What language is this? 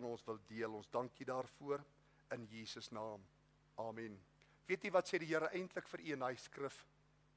Afrikaans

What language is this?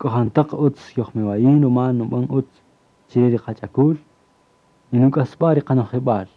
Kaqchikel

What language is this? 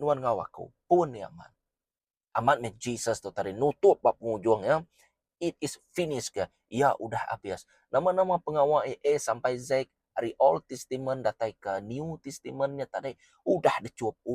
Iban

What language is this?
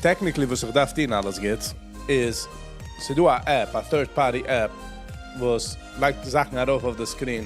Yiddish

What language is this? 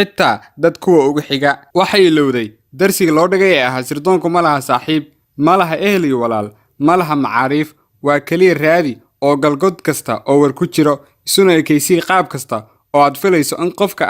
Somali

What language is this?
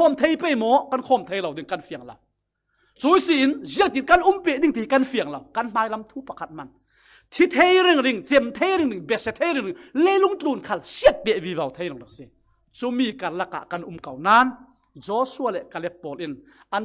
Falam Chin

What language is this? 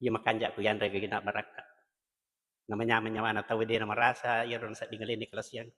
Buginese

